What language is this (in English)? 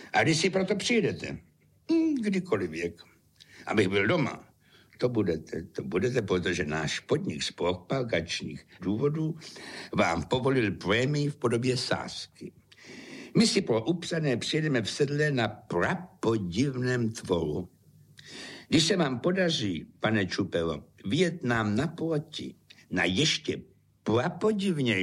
Czech